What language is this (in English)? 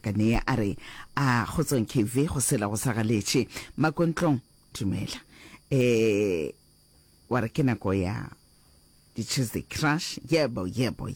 Northern Sotho